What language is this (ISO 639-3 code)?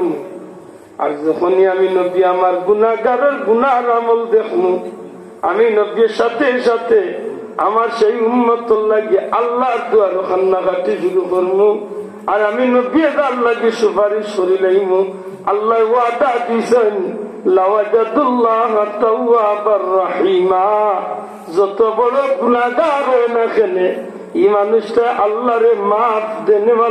syl